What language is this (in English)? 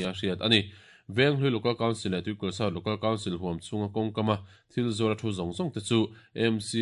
Mizo